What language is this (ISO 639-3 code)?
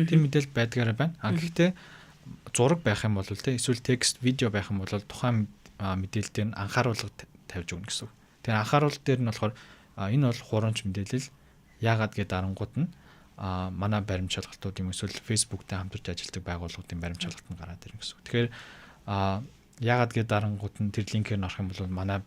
mon